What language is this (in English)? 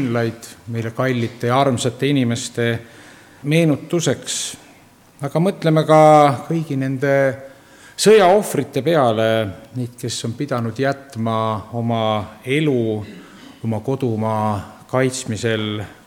Estonian